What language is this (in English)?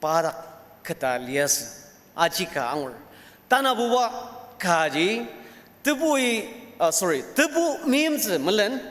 Ao Naga